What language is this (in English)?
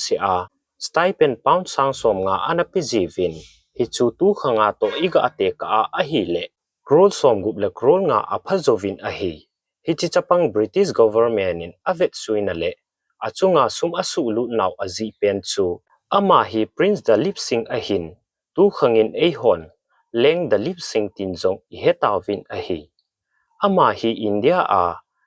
Thado Chin